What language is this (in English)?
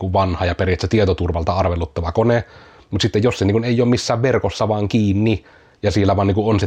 Finnish